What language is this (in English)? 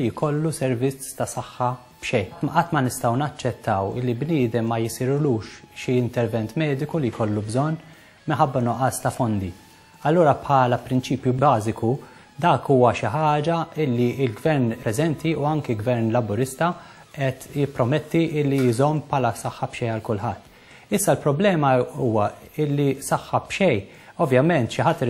Maltese